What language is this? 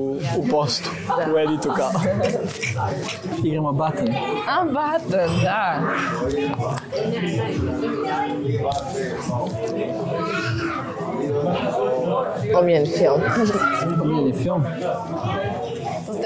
Croatian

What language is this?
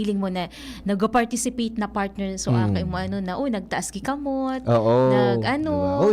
Bikol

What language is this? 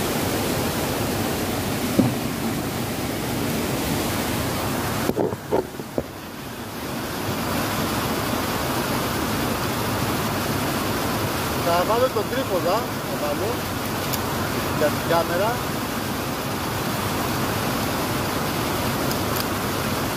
Greek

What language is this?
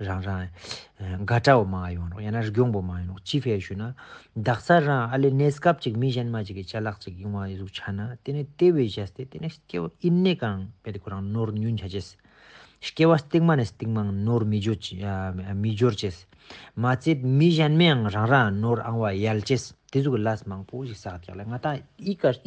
Ladakhi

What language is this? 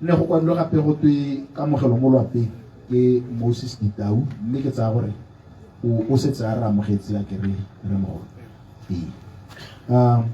Tswana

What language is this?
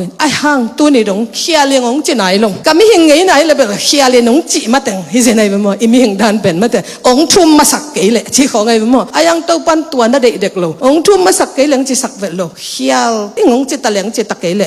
Tedim Chin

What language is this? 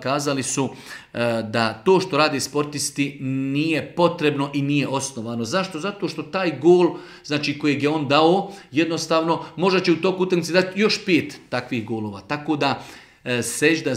Bosnian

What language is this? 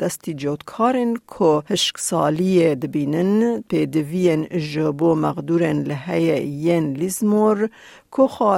Kurdish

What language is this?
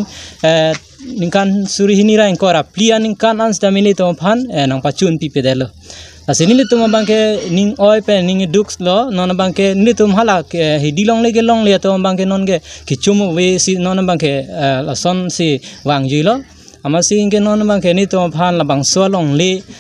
Karbi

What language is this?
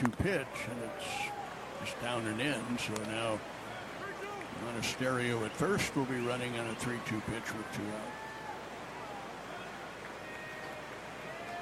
English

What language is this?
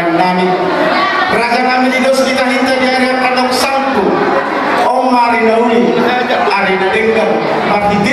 Batak Toba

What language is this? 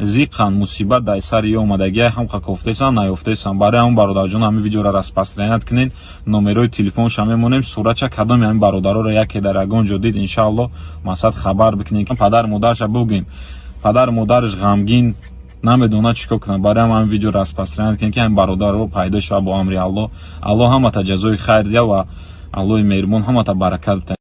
Tajik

